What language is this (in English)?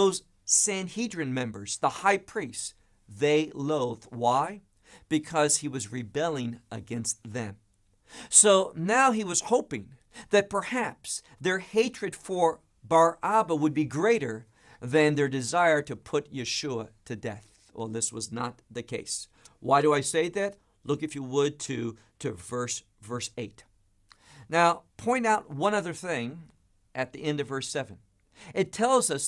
English